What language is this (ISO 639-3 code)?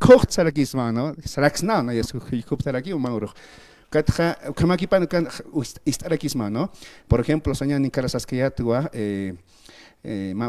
aym